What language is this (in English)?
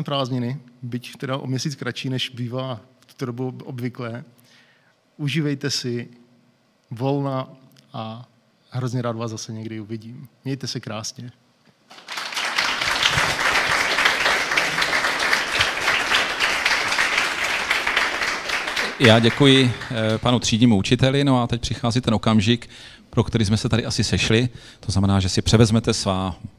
Czech